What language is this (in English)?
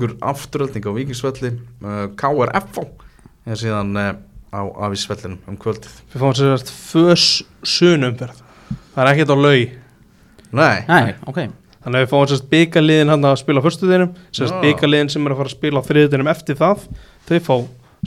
Icelandic